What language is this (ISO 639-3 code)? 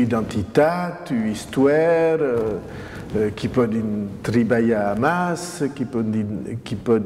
oci